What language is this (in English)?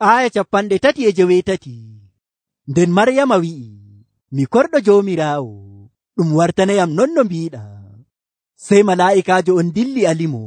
Nigerian Fulfulde